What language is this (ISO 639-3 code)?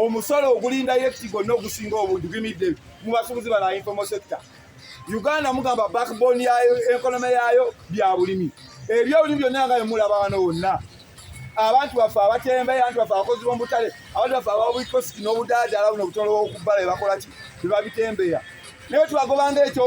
lug